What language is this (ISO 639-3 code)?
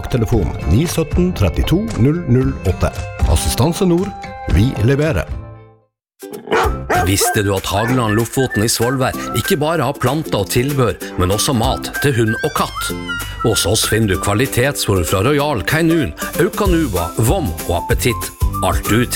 nor